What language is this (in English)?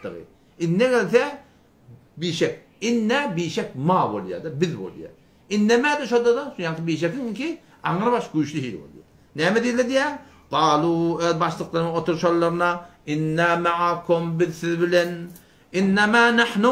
Turkmen